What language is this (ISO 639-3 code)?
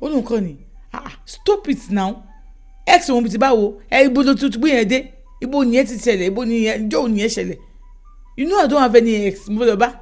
yor